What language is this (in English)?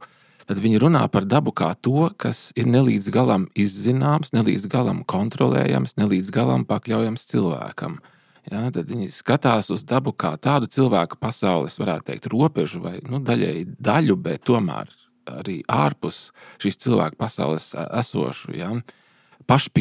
Latvian